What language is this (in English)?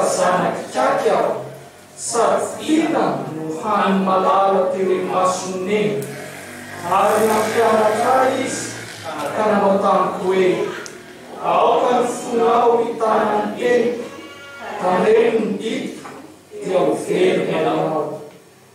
Malagasy